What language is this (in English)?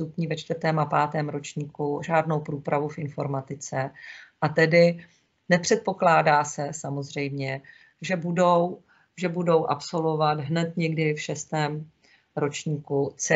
Czech